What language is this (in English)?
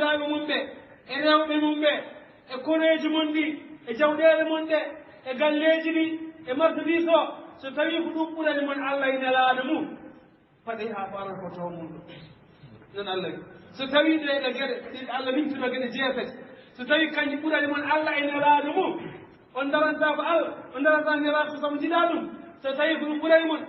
Fula